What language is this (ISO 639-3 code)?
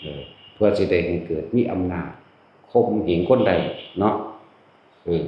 lao